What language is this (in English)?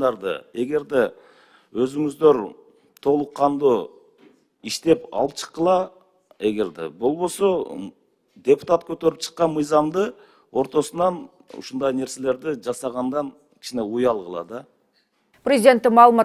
Kyrgyz